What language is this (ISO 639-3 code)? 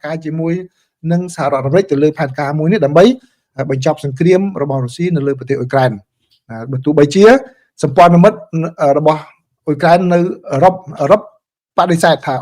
khm